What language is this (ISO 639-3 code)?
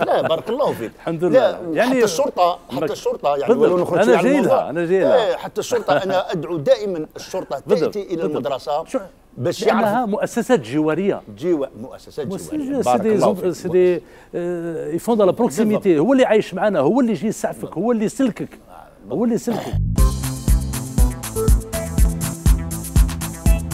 arq